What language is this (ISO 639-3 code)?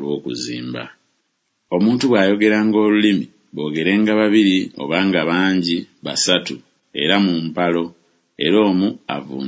lug